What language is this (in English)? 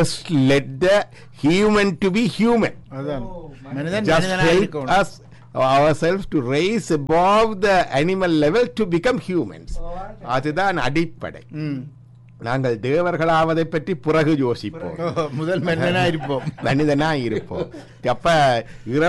Tamil